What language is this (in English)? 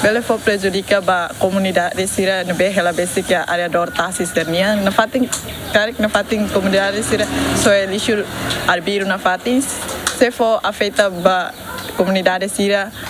Tetum